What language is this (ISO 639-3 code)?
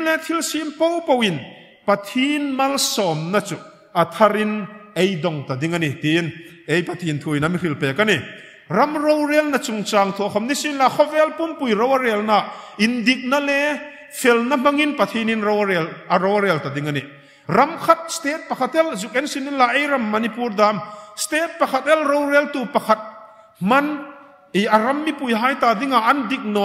hmr